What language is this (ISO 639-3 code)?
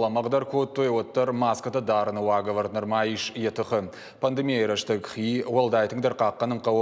oss